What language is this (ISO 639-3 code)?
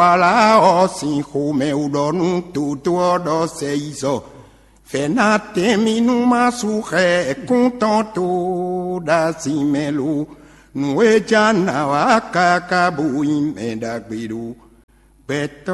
fon